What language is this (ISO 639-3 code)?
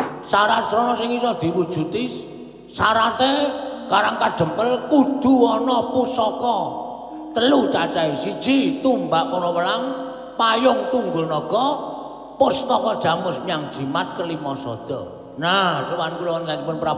jav